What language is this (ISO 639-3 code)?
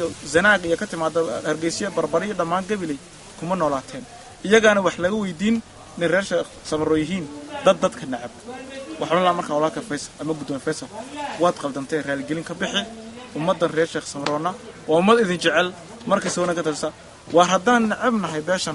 som